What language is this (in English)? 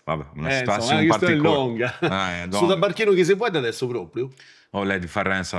Sardinian